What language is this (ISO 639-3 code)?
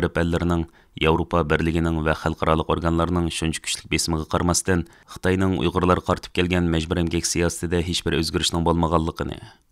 uig